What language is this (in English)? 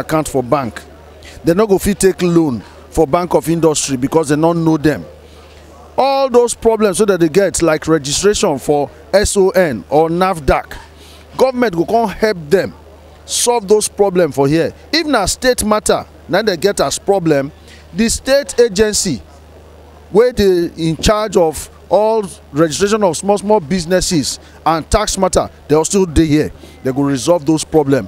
Nigerian Pidgin